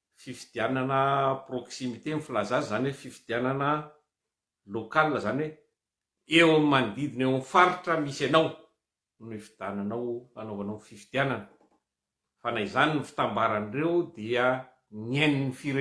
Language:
Malagasy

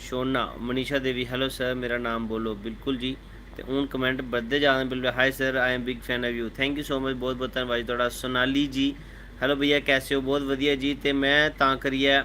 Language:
Dogri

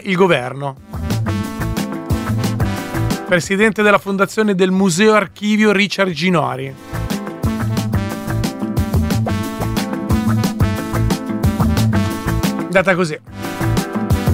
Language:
Italian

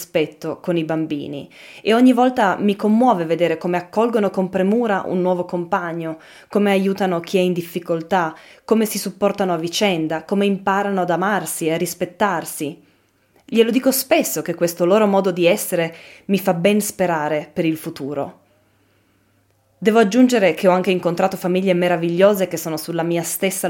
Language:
Italian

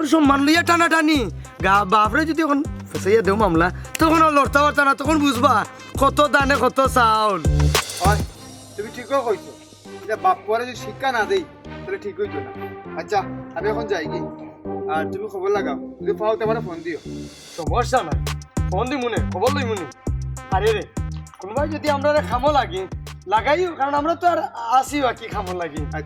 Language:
Sylheti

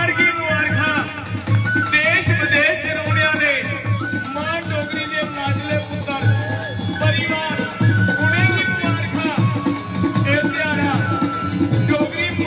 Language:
Dogri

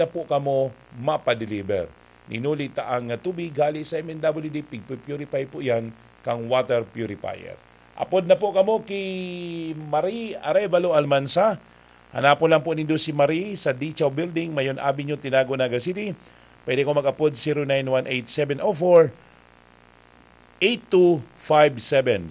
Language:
Bikol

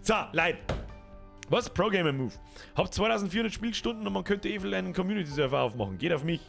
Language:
Bavarian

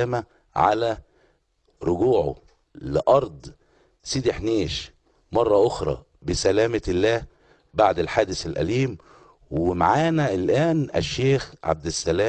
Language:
Egyptian Arabic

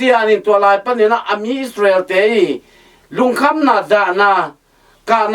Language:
Tedim Chin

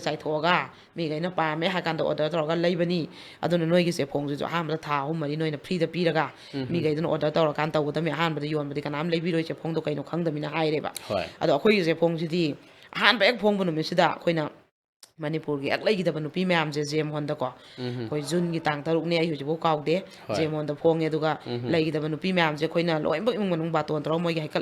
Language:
Manipuri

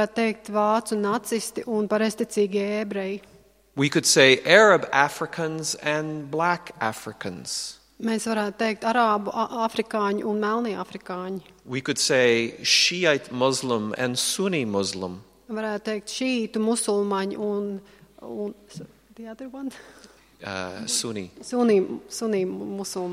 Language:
Latvian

